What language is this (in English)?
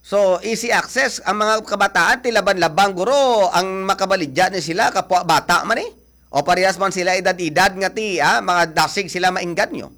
Hiligaynon